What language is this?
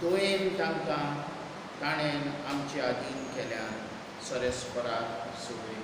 Konkani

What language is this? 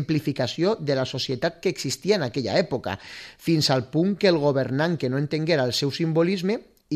Catalan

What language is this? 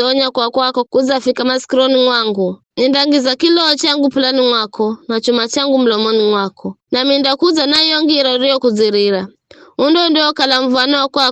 Giryama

